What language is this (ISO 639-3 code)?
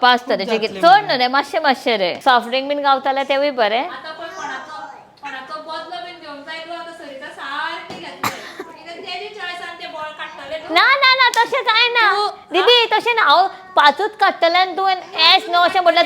kok